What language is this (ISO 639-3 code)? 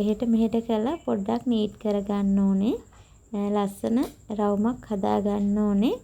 sin